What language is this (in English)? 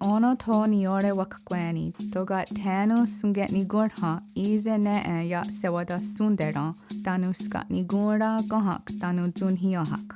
Mohawk